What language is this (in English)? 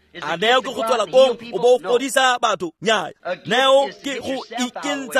Tswana